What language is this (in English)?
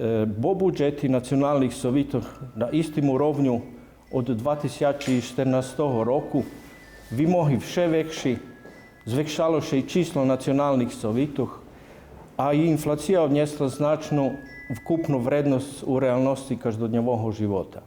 Rusyn